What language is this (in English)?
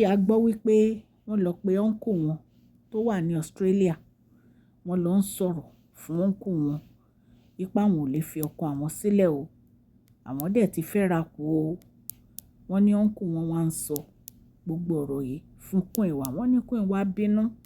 Yoruba